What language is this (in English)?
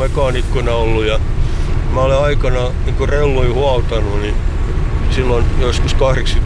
Finnish